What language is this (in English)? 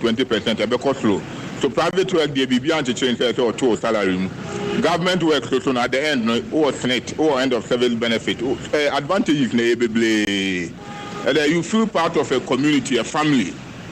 Akan